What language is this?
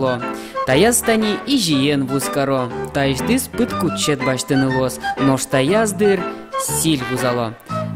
Udmurt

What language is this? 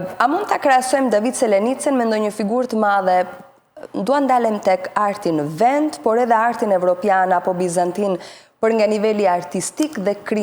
Albanian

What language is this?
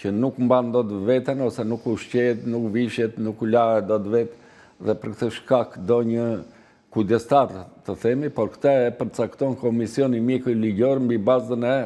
Albanian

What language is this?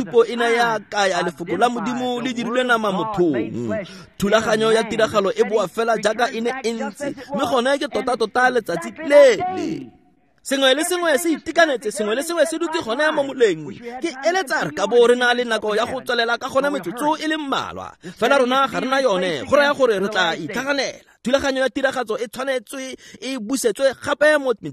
Tswana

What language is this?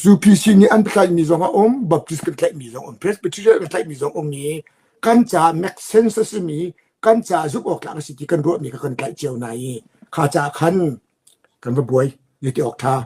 Hakha Chin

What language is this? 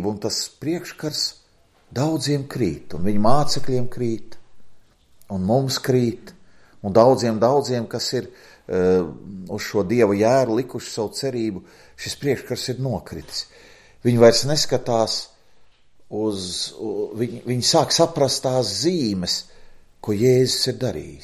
Latvian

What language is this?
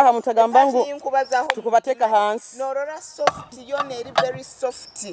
Nyoro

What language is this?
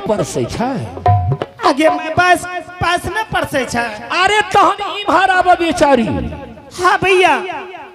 Angika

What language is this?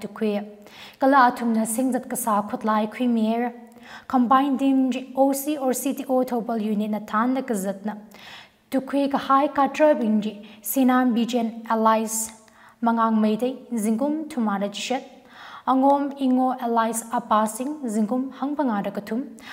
Tangkhul Naga (India)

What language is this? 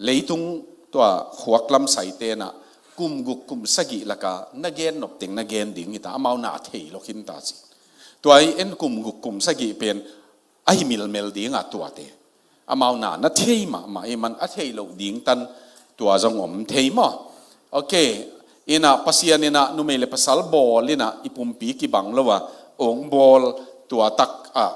Tedim Chin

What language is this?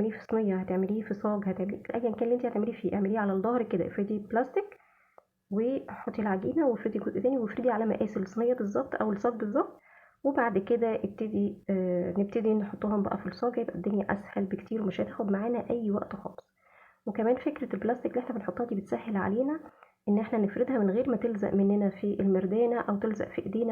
Egyptian Arabic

